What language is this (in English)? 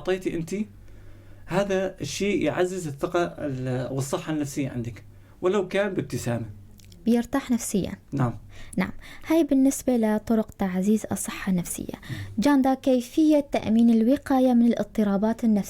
North Levantine Arabic